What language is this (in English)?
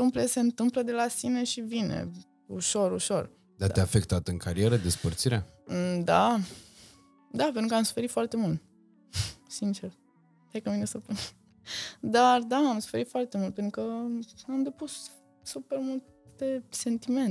Romanian